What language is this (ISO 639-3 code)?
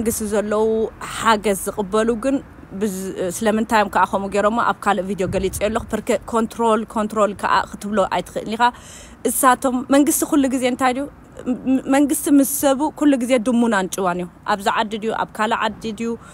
tir